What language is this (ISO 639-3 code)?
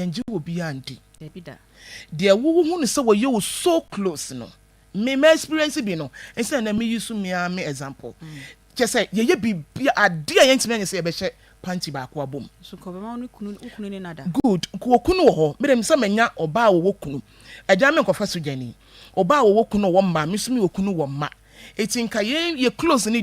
aka